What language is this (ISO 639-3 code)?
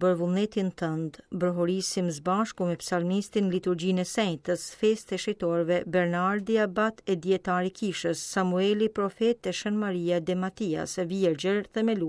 sqi